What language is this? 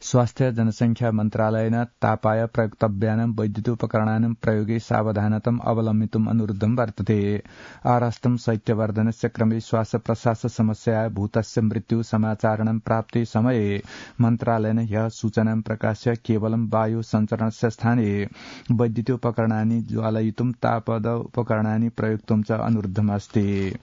Sanskrit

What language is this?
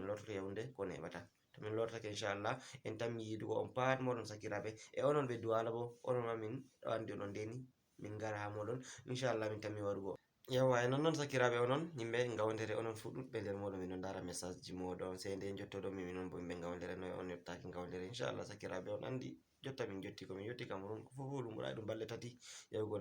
Fula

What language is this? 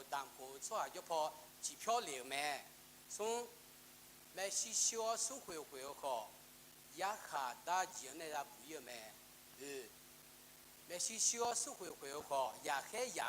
Akha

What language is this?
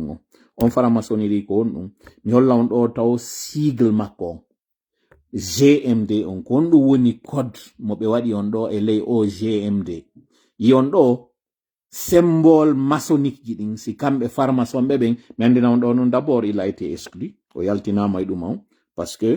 Pular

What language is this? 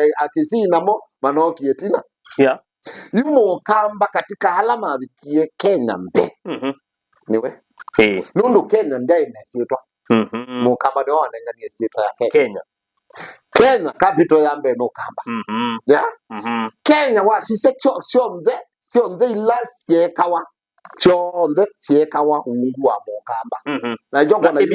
Kamba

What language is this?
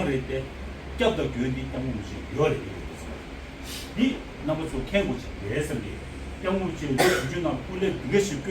Tibetan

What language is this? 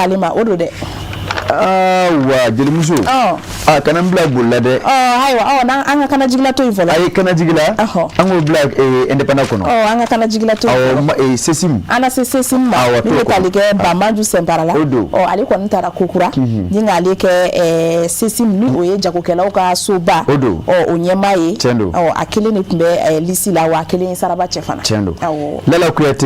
Bambara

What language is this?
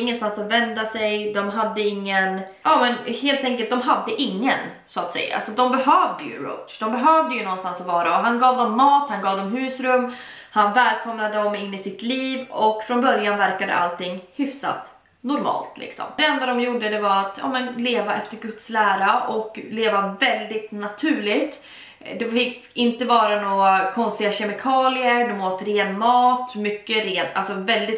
Swedish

